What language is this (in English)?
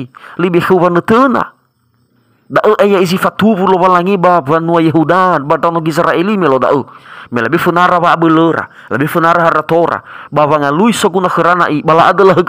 Nias